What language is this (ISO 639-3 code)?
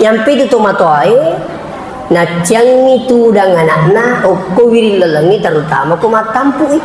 bug